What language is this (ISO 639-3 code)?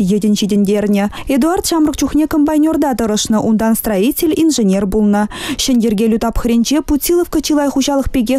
chv